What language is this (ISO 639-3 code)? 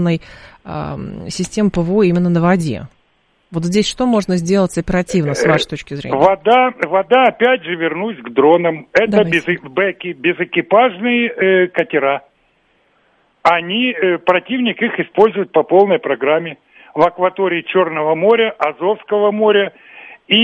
rus